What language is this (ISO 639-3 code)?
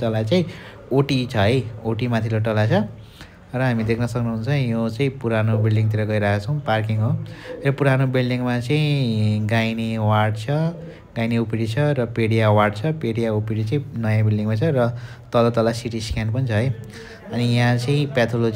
nep